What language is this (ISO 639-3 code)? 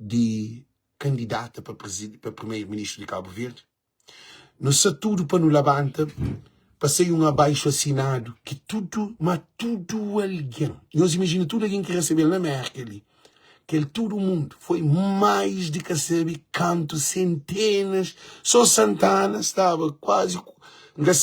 kea